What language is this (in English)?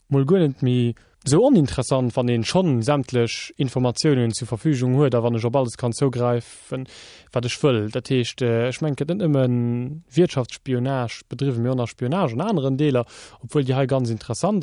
Luxembourgish